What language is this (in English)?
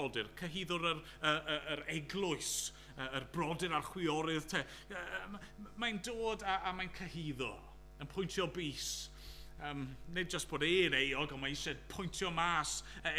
Welsh